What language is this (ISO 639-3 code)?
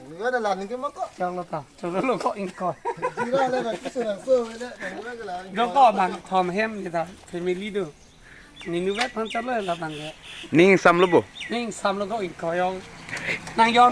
mjw